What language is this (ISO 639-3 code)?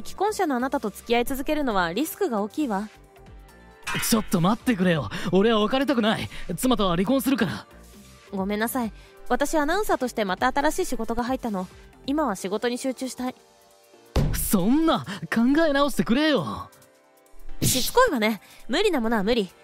jpn